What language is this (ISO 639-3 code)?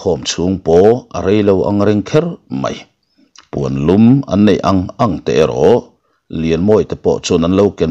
lus